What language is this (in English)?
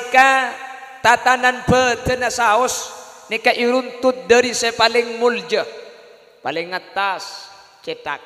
Madurese